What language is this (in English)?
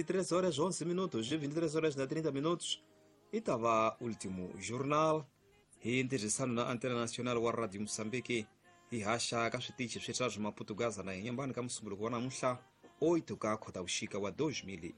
Tsonga